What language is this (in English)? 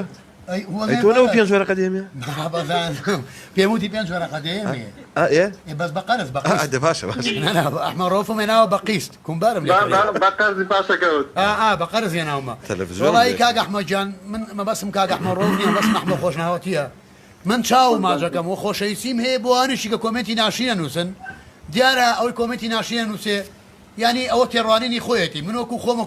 Central Kurdish